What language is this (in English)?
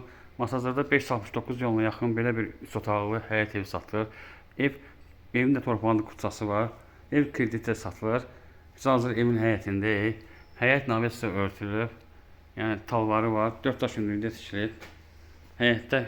Azerbaijani